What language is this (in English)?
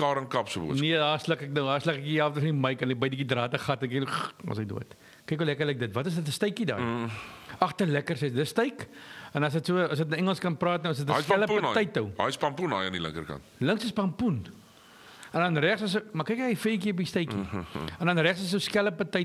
Afrikaans